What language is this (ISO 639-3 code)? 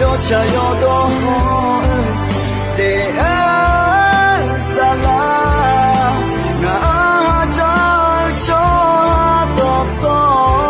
ahk